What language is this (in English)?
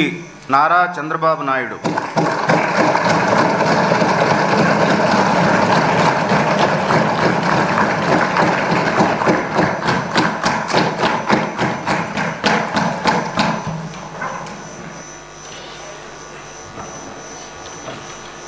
Telugu